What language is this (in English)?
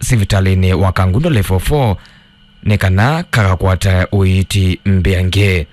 Kamba